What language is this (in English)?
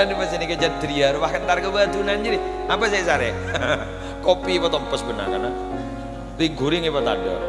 Madurese